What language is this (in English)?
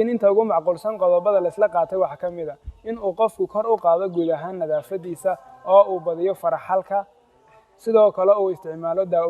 Somali